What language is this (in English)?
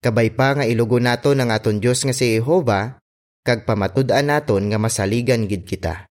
Hiligaynon